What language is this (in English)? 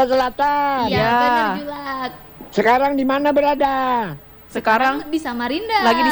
Indonesian